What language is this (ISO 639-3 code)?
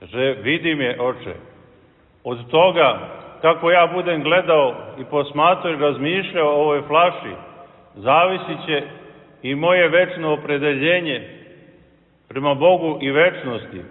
srp